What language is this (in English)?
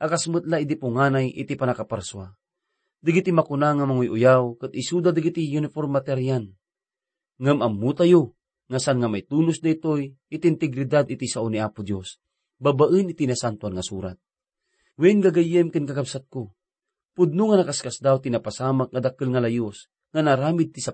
Iloko